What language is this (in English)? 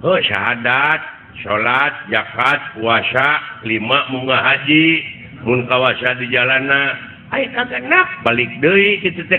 Sundanese